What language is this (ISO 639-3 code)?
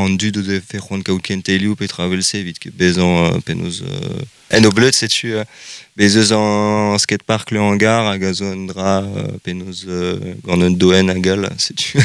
bre